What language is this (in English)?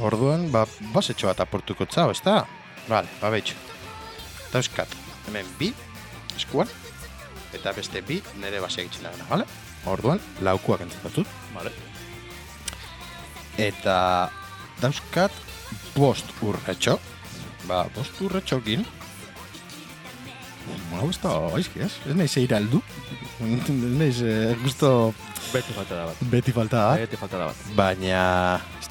Basque